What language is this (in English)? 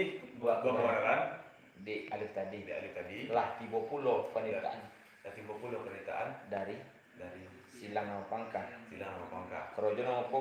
Minangkabau